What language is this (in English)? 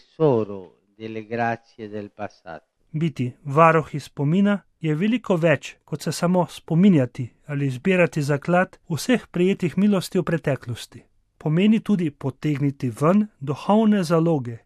Slovenian